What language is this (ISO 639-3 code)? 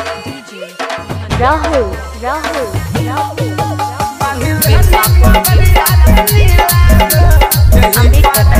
bho